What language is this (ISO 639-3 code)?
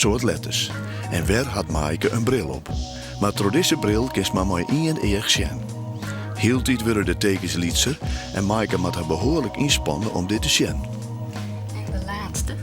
fry